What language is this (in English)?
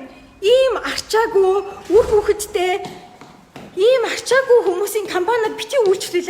Mongolian